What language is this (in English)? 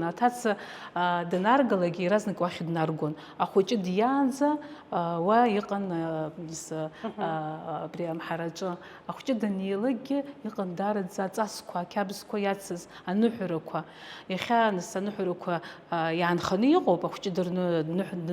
Abkhazian